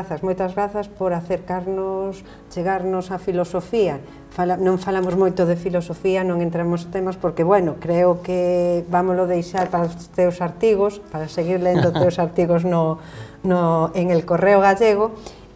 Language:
Galician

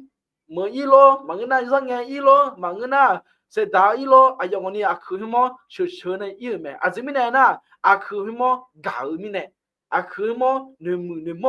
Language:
Akha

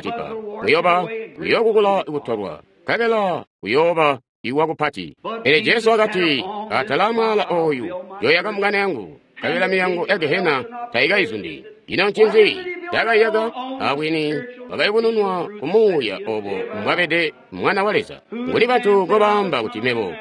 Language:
Tonga (Zambia)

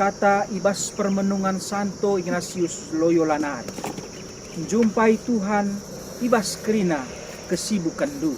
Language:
Batak Karo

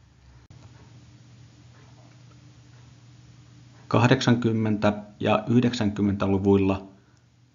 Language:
Finnish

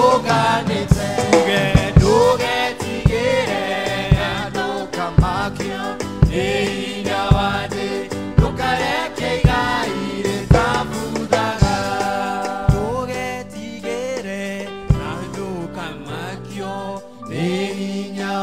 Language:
Kikuyu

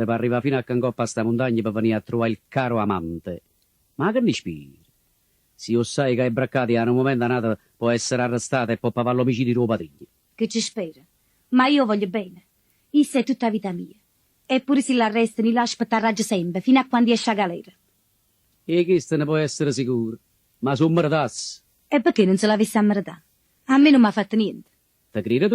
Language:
Neapolitan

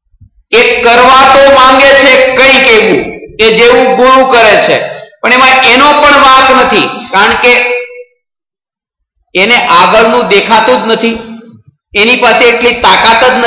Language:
Gujarati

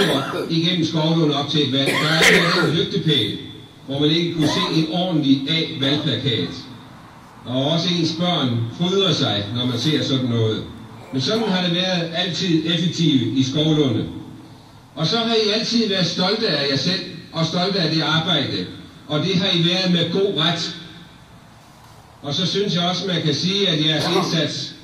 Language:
Danish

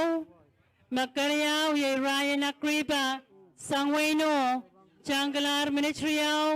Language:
Pohnpeian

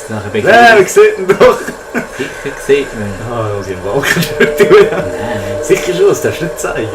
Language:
Swiss German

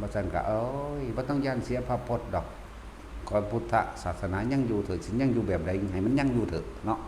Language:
Northeastern Thai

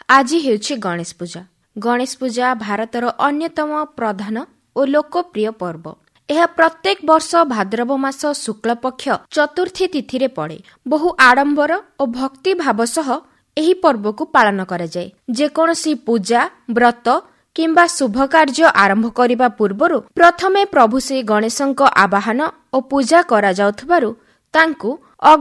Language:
Odia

